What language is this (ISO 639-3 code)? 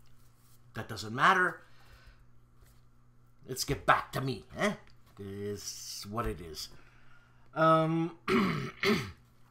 eng